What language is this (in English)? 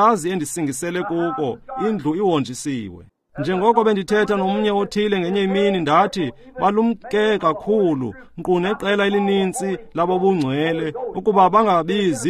Xhosa